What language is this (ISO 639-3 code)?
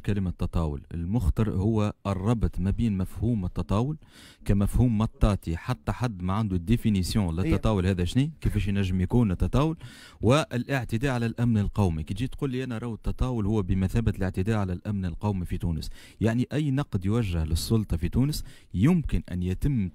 aeb